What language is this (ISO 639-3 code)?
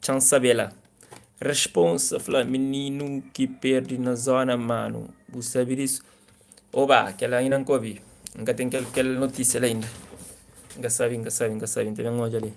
kea